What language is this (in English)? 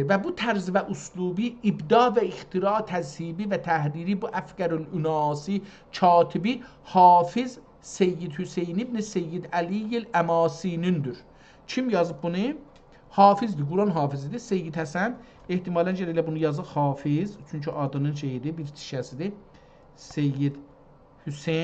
South Azerbaijani